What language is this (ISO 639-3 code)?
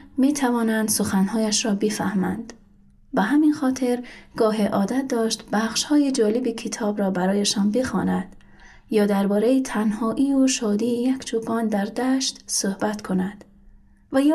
tgk